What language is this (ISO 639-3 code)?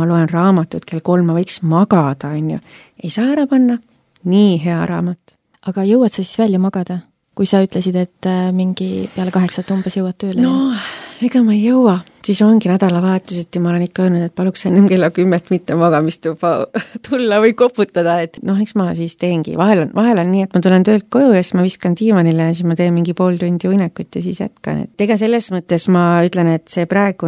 est